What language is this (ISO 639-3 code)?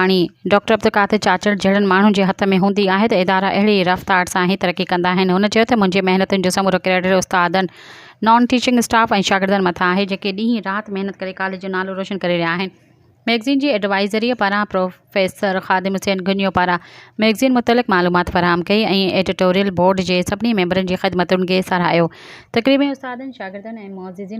snd